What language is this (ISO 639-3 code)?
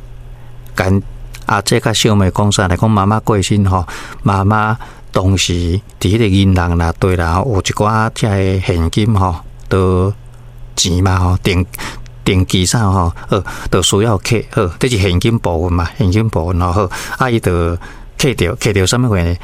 nan